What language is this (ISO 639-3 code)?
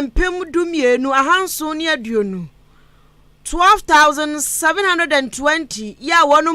aka